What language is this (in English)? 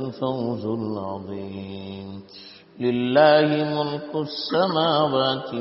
Urdu